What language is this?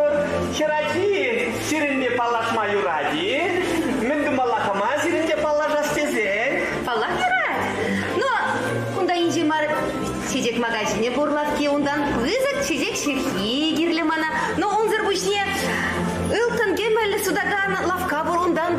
Chuvash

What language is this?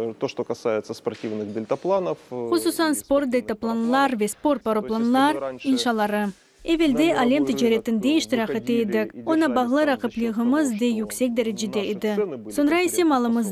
Crimean Tatar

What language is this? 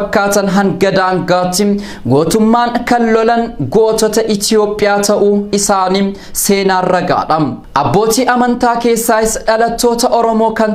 Oromo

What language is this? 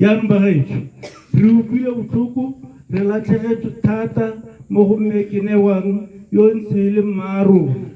Tswana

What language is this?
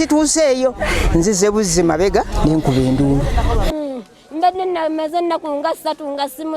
Ganda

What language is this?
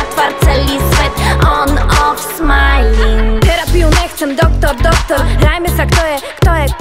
Slovak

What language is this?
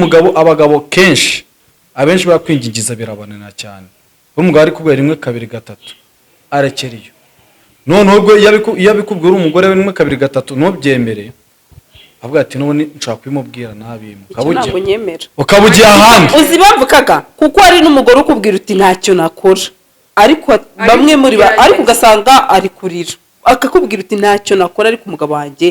Kinyarwanda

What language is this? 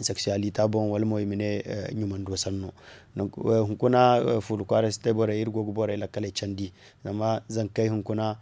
Zarma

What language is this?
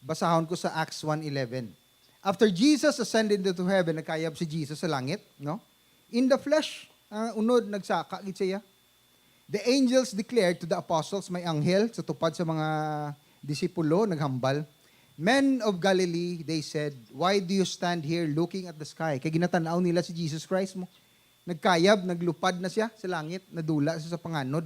Hiligaynon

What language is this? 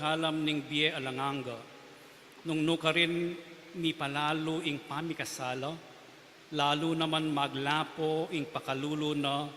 Pampanga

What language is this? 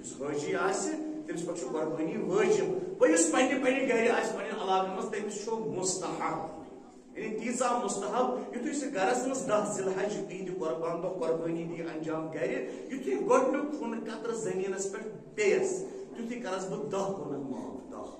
Kashmiri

